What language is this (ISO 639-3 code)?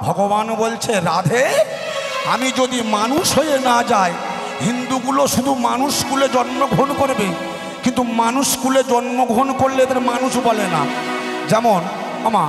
ben